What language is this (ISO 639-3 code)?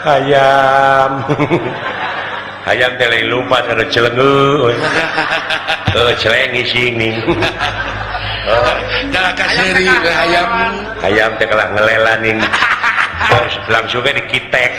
sun